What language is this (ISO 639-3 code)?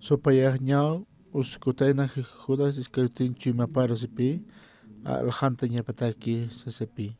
aym